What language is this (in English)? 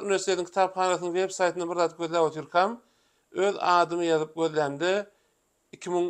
Turkmen